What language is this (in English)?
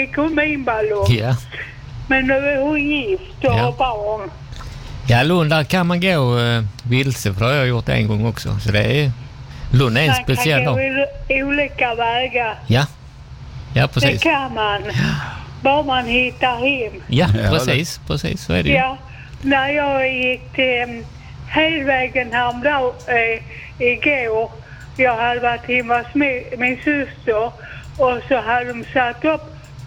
Swedish